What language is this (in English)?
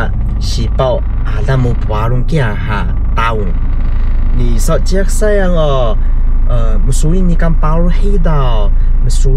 Taroko